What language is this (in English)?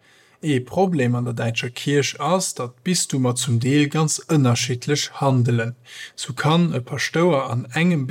Luxembourgish